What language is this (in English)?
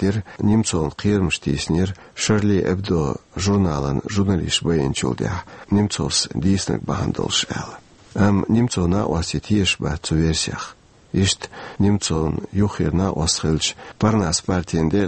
Chechen